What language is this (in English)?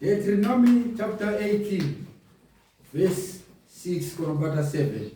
Shona